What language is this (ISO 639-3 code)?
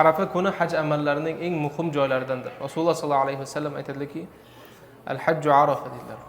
uzb